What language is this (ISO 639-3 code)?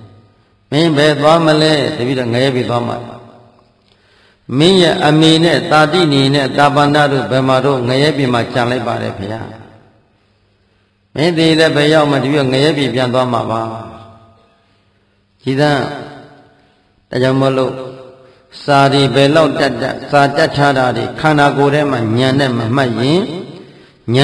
mya